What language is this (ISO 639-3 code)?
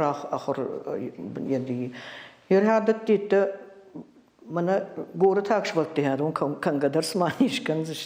oss